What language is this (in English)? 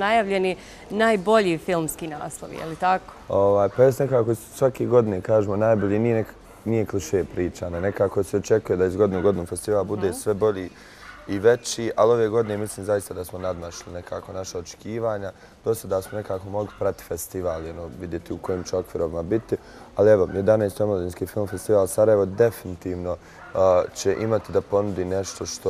Bosnian